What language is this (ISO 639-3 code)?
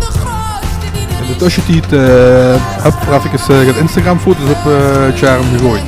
lim